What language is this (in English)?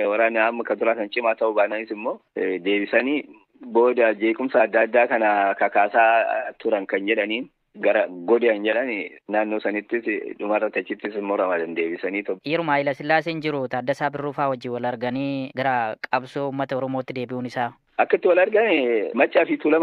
Oromo